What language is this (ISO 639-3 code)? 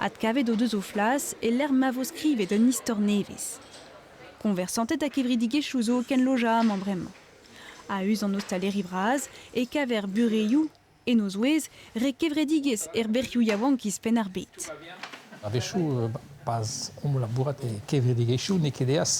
bre